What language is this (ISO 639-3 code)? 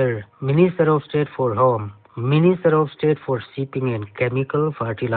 pck